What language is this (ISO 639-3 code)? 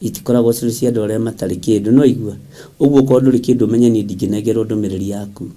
kik